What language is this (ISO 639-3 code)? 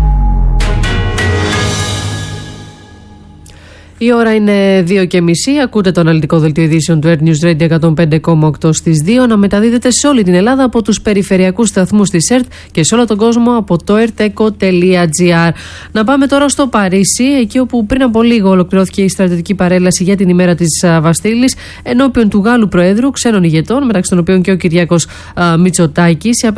ell